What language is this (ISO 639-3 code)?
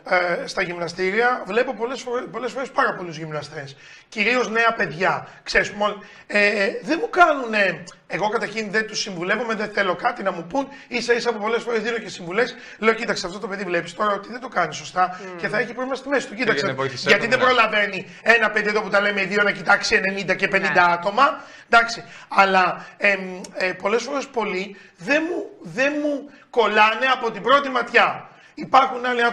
ell